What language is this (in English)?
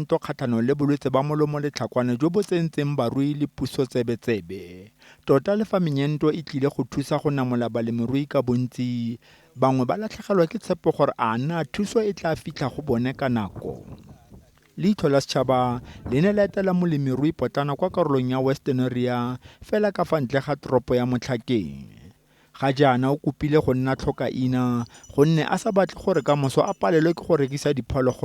Tswana